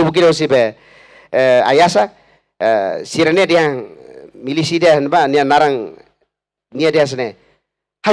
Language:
Tetum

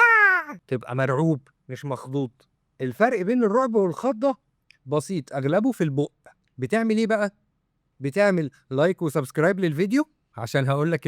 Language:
Egyptian Arabic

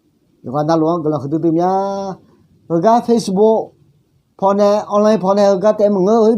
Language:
Akha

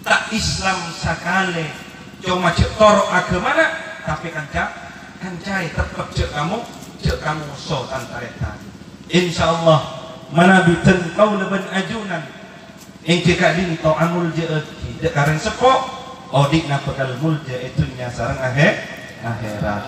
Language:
Madurese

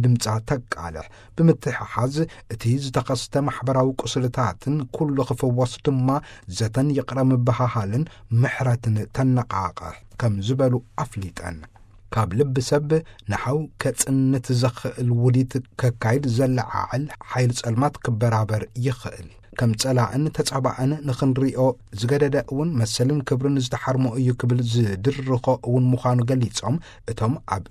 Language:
Tigrinya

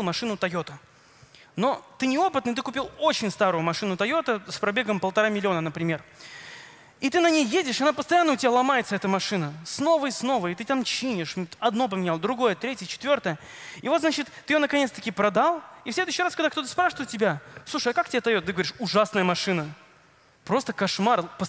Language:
Russian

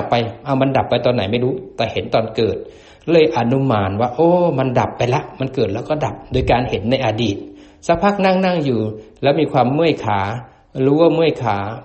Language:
Thai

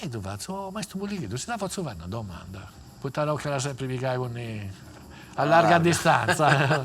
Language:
Sardinian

